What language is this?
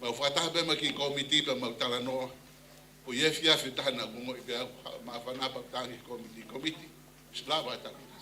Tongan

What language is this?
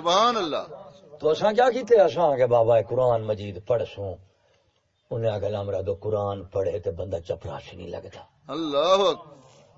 Saraiki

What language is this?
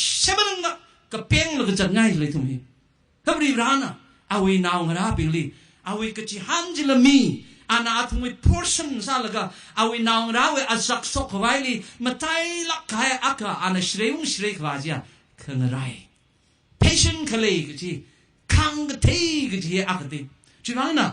Tangkhul Naga (India)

